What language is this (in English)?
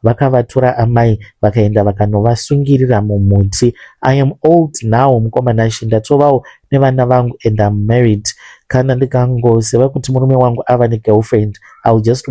Shona